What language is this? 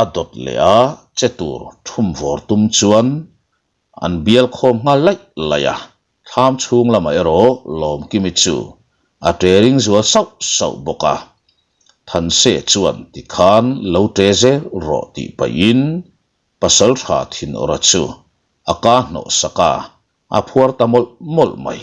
Mizo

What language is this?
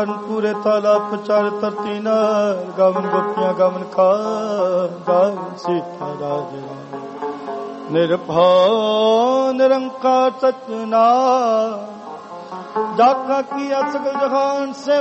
Punjabi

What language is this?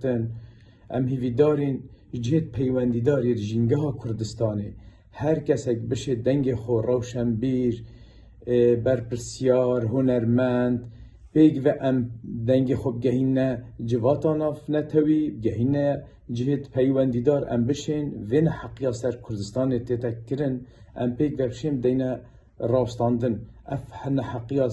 Kurdish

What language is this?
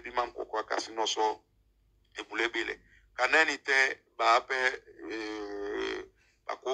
Duala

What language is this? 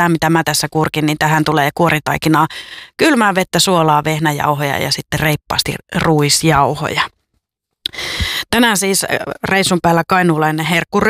Finnish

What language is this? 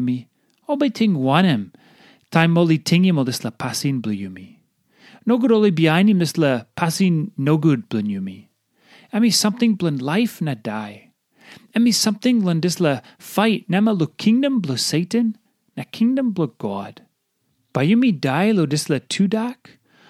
Tok Pisin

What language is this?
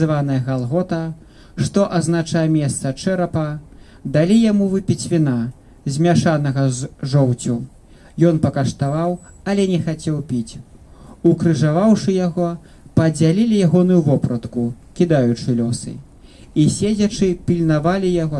Belarusian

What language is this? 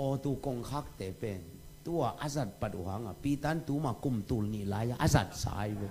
Tedim Chin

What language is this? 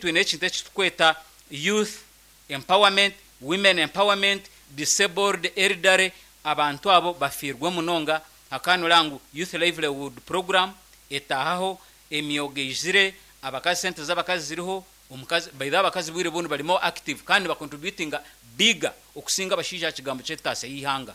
Nyankole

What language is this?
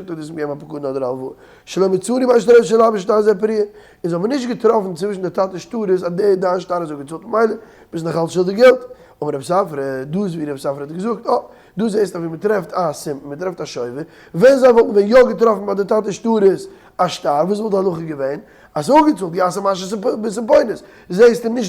Yiddish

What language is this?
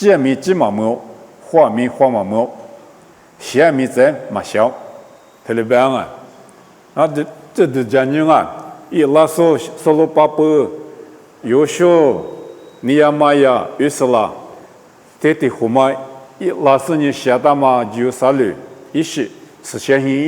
Lisu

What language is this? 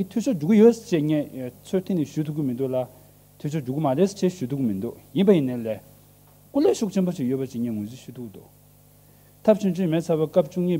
Tibetan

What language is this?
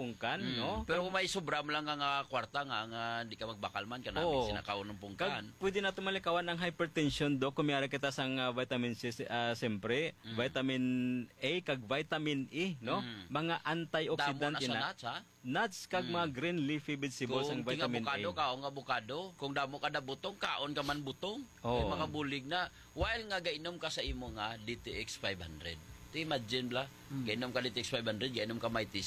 Hiligaynon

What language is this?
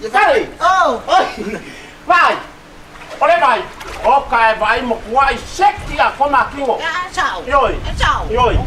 Samoan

